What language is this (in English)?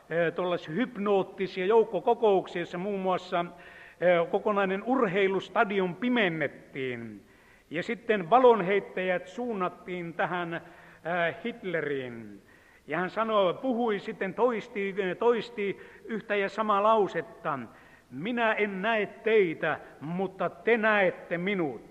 Finnish